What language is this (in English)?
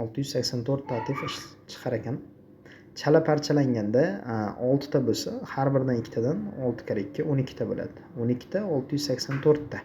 Uzbek